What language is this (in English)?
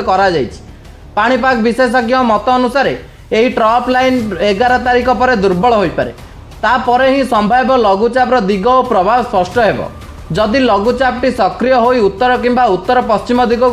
Odia